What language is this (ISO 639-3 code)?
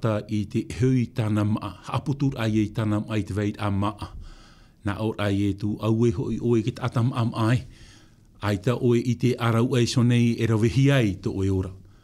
tah